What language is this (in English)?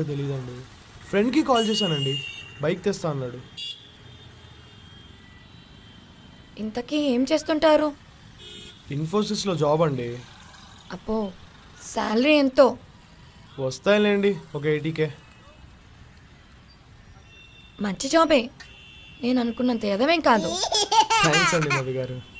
Telugu